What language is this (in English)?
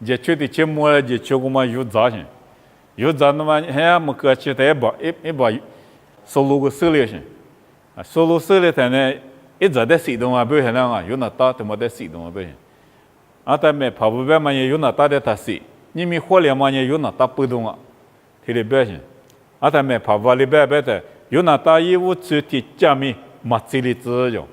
Lisu